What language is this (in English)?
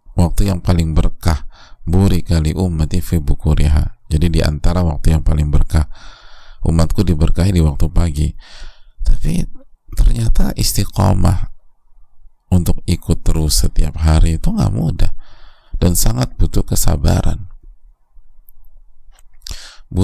Indonesian